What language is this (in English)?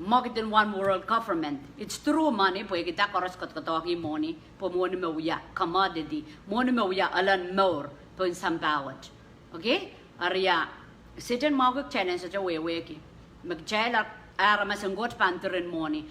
Pohnpeian